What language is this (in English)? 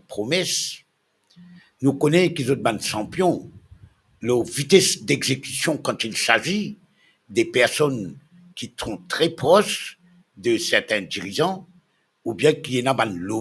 Morisyen